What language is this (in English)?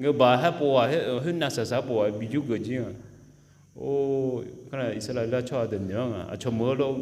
Akha